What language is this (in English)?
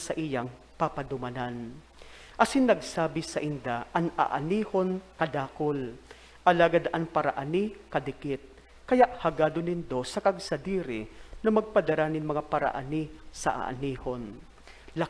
Bikol